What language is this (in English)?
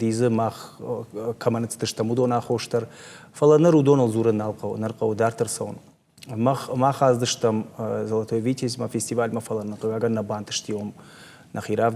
Ossetic